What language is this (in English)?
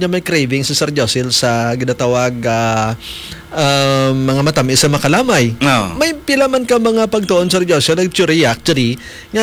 Hiligaynon